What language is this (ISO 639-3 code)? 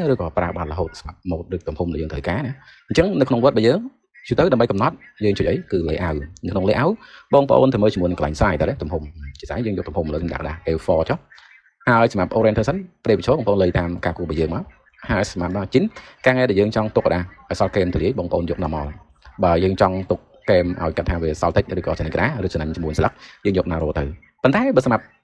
khm